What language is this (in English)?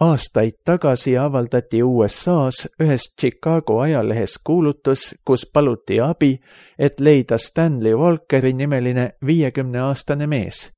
Estonian